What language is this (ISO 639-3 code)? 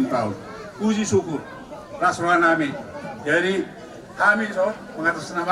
bbc